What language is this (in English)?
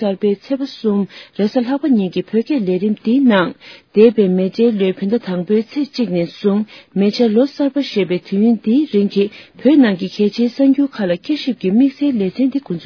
Tibetan